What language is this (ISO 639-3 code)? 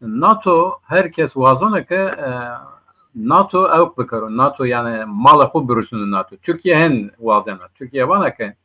zza